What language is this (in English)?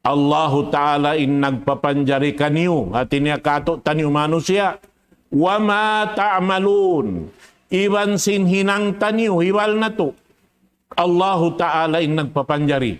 Tausug